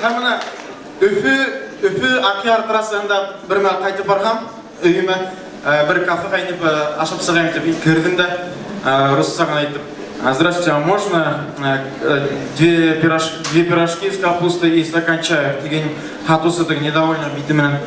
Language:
Bashkir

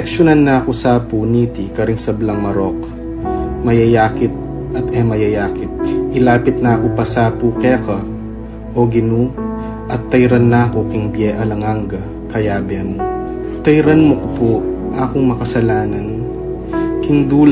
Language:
Pampanga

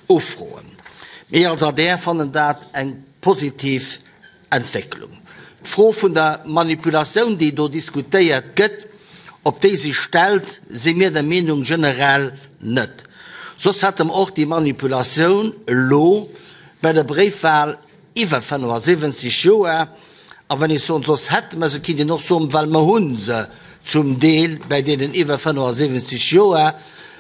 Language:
Luxembourgish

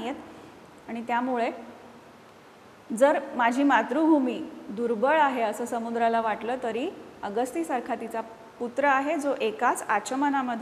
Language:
Marathi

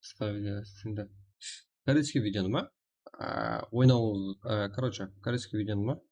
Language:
Kara-Kalpak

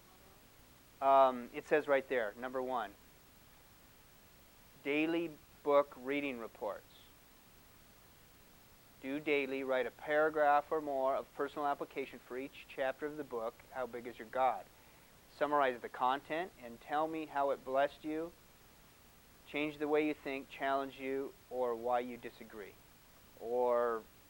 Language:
English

